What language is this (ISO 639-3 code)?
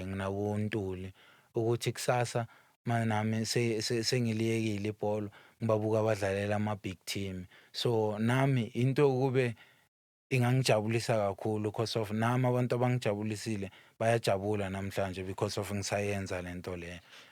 zul